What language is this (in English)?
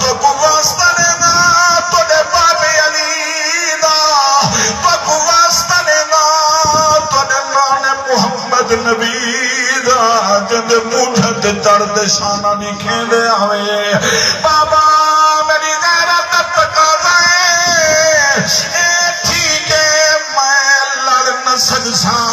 Saraiki